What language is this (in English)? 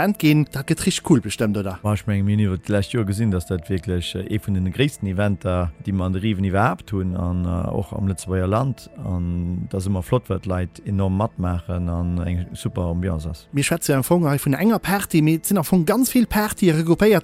Luxembourgish